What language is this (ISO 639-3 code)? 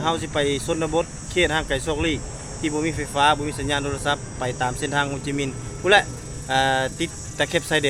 lao